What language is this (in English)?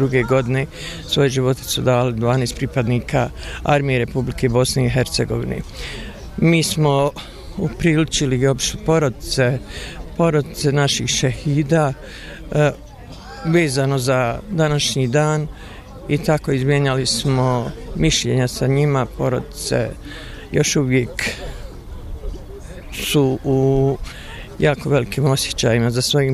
Bosnian